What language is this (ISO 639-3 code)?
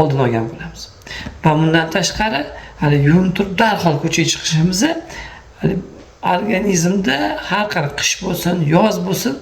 uzb